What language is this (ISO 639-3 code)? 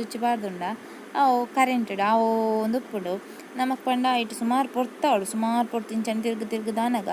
tcy